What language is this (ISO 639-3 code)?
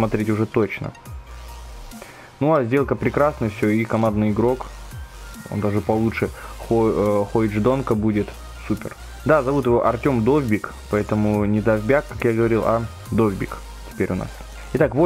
rus